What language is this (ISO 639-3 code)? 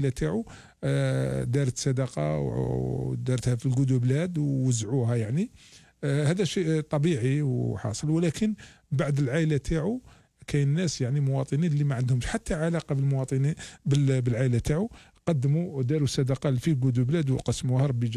arq